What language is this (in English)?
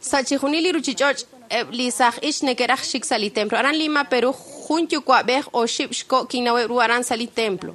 Kekchí